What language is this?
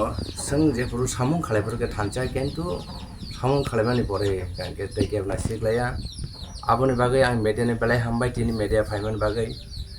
Kok Borok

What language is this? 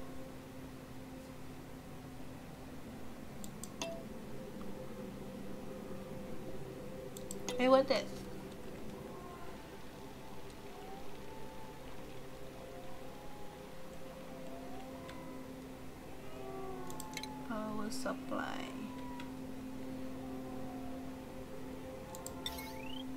Malay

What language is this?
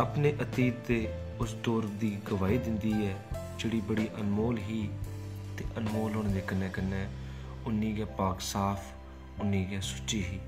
Dogri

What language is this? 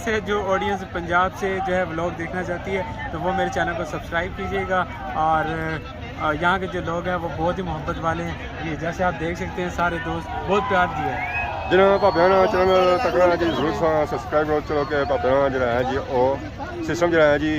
Pahari-Potwari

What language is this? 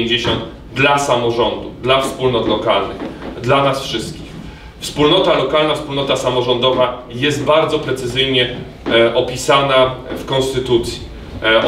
Polish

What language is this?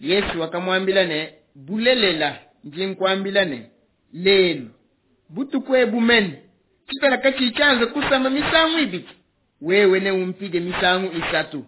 Luba-Lulua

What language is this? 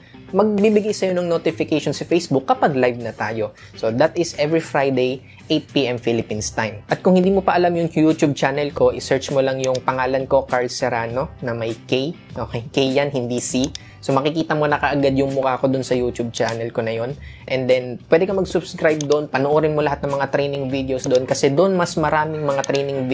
Filipino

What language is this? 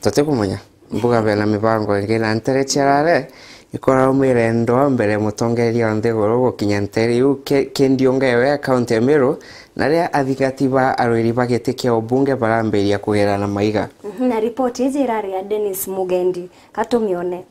Meru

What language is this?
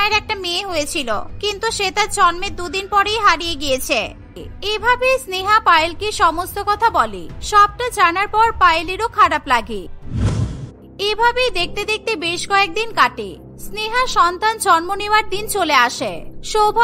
Bangla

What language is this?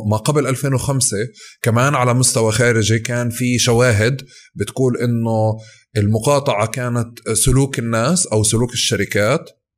North Levantine Arabic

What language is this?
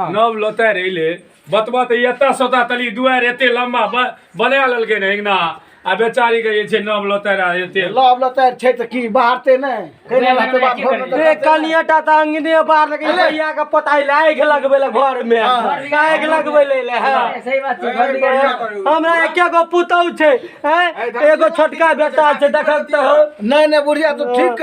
Maithili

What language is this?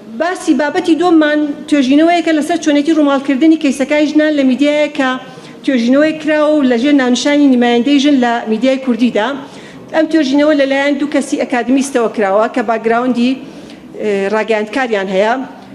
Central Kurdish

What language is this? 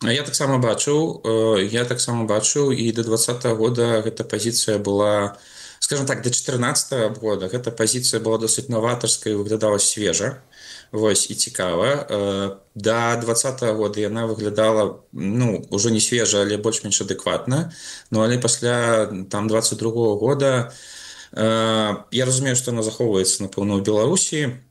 Belarusian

